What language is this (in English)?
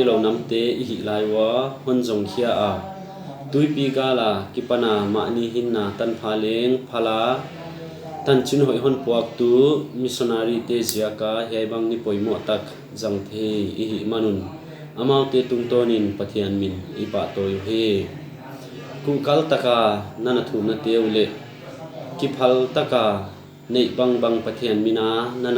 Paite Chin